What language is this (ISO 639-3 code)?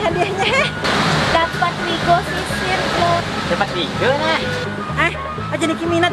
bjn